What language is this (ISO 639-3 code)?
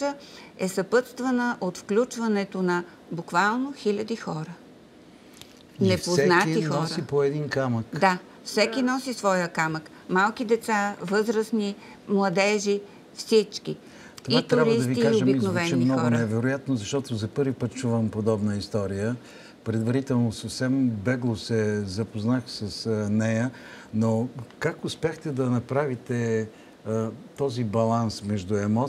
bul